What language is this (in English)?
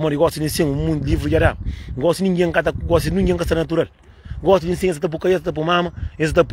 Kabuverdianu